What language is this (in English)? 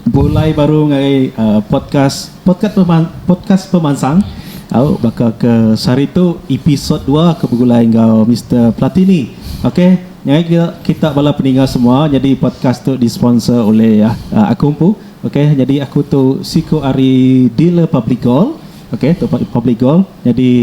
Iban